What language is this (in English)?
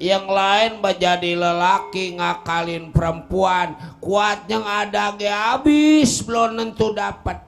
Betawi